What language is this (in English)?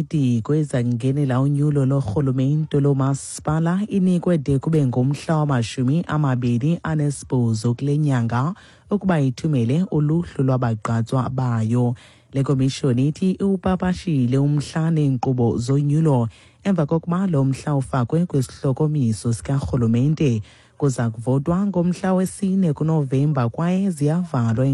Xhosa